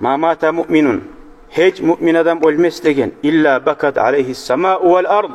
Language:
Kumyk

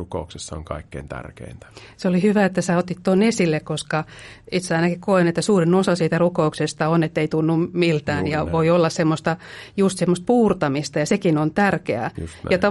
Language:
Finnish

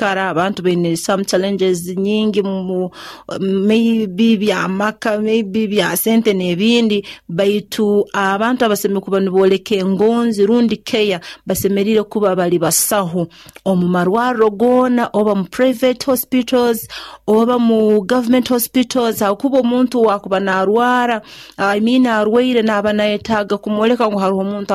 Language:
Nyoro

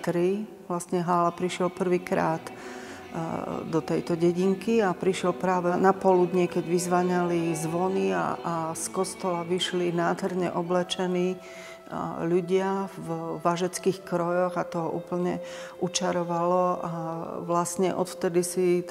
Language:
Slovak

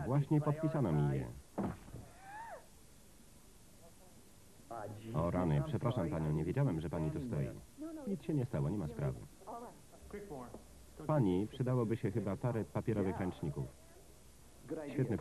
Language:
Polish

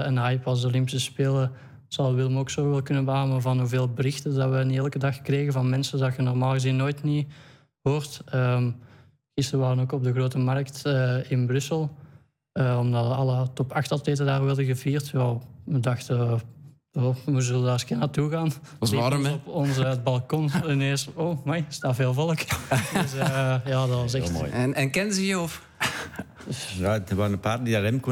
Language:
Dutch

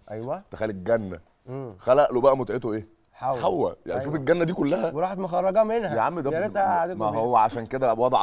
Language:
Egyptian Arabic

